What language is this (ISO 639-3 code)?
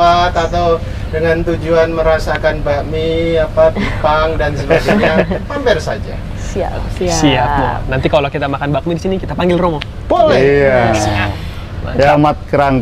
ind